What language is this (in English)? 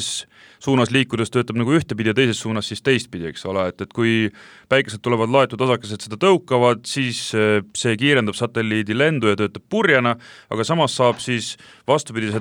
Estonian